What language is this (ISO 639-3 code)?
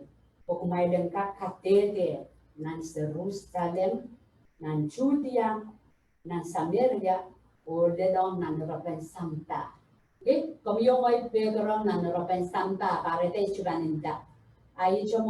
pon